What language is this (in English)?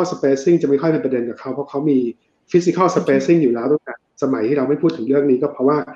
Thai